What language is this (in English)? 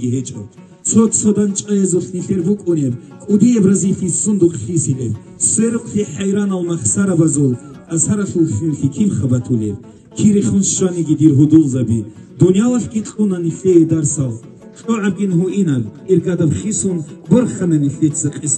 Avaric